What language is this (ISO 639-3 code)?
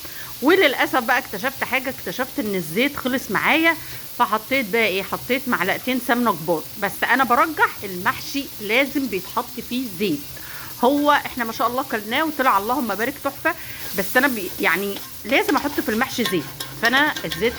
arz